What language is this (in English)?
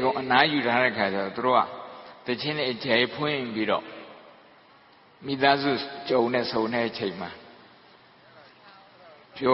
Burmese